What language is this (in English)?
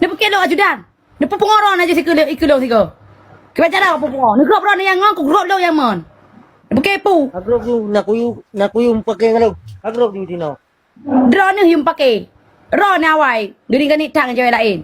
Achinese